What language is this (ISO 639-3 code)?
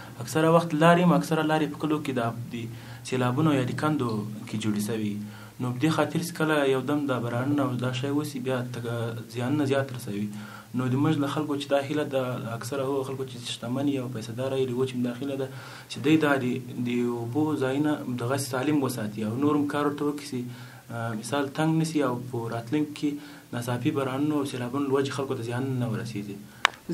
pus